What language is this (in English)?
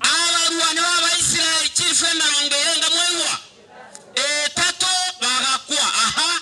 Gusii